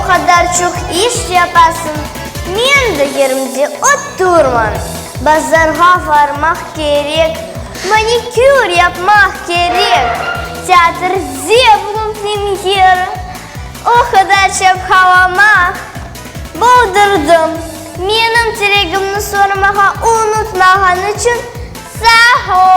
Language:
Crimean Tatar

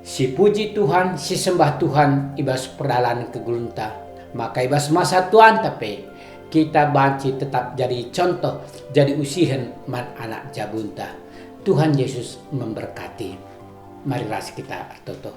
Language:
Batak Karo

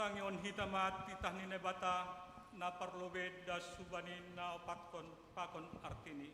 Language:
Batak Simalungun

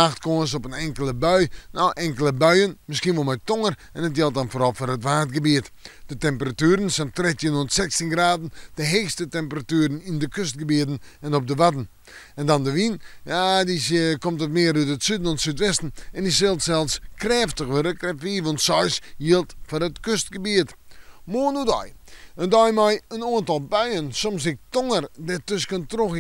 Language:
Western Frisian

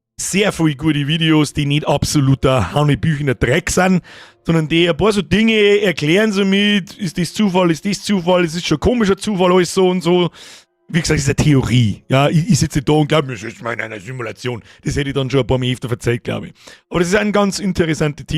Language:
Bavarian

